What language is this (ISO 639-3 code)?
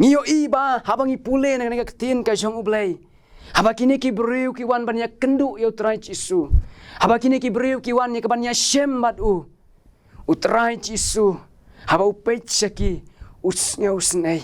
kha